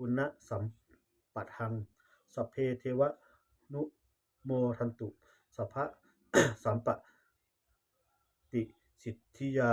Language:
Pali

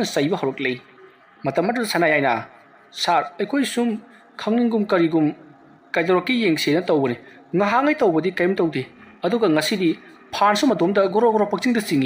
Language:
Manipuri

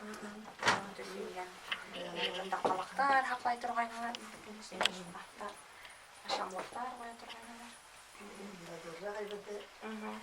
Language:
Bashkir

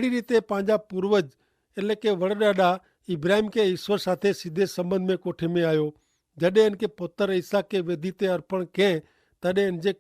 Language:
Kachhi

